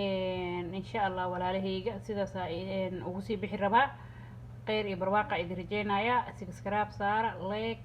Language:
Somali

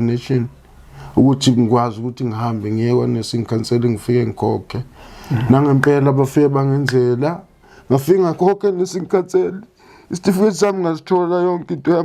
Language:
Zulu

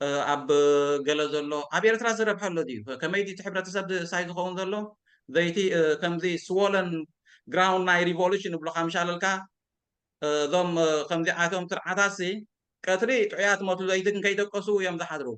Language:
Tigrinya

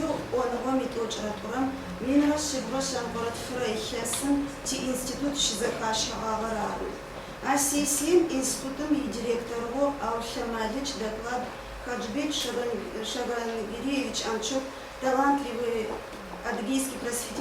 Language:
Adyghe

